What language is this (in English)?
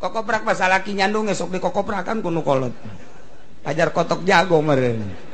Sundanese